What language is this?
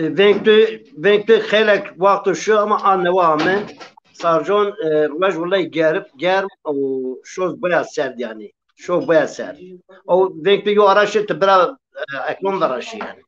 Zaza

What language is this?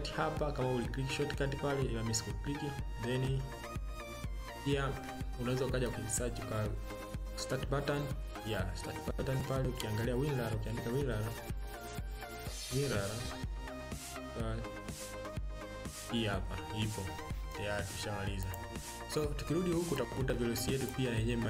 Swahili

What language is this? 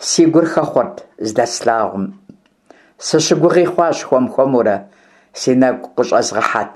Kabardian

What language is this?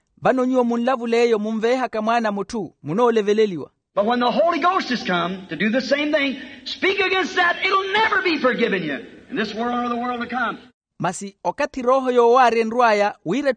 Makhuwa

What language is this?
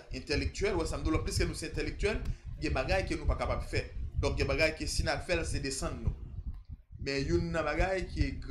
Haitian Creole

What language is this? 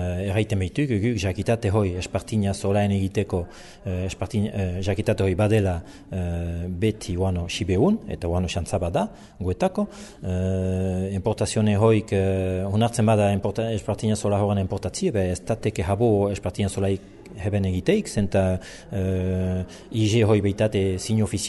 Basque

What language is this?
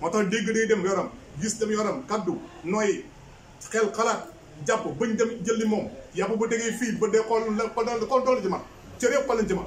Wolof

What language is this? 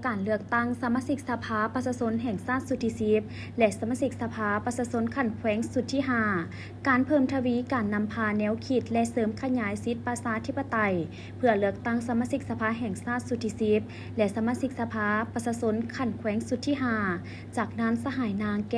Lao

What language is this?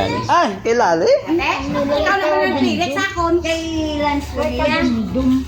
Hiligaynon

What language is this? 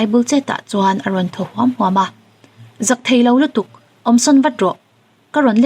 Mizo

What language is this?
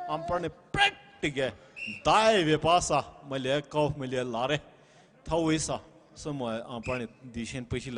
Poumei Naga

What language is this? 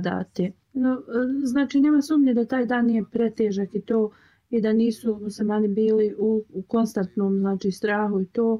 Bosnian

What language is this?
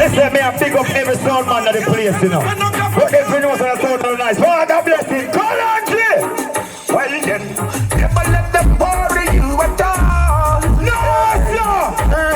Jamaican Creole English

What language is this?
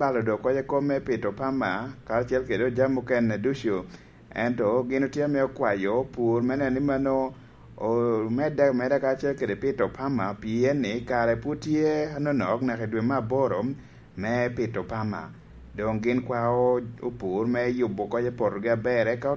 Lango (Uganda)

